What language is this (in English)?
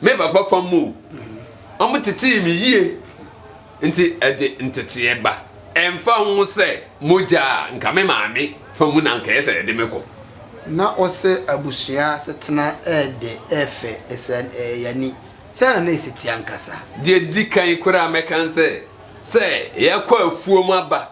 Akan